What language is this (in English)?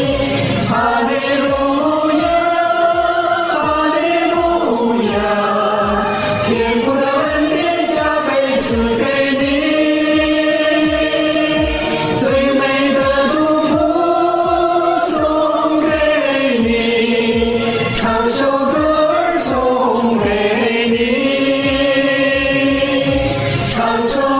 Chinese